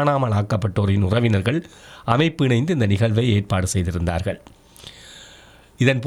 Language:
Tamil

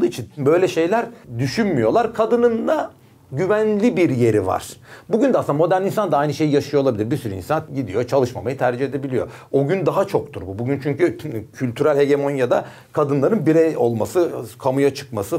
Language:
Turkish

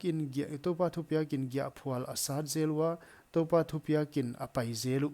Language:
Paite Chin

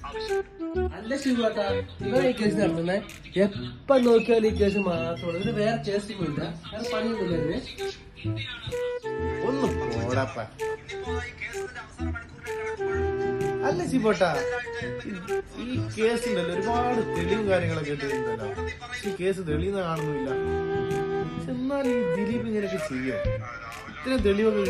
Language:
Malayalam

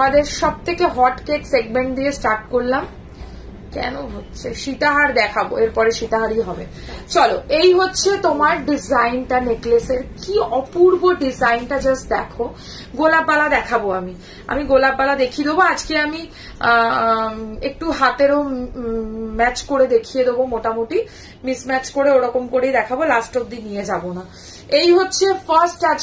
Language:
Bangla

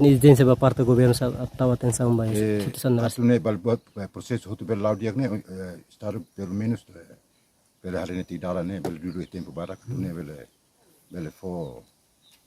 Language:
Tetum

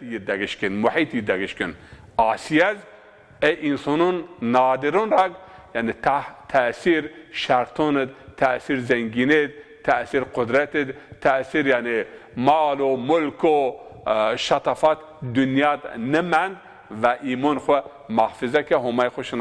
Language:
Zaza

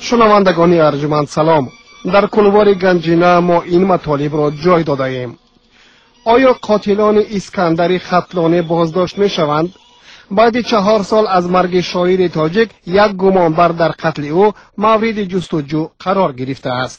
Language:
Tajik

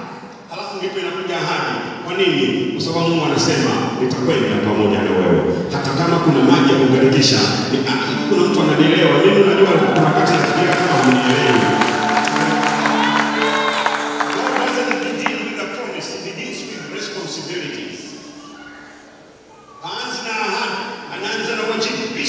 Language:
Swahili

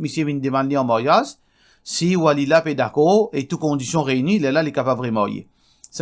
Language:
Morisyen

